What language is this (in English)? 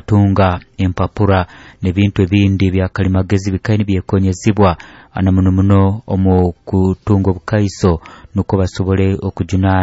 Nyoro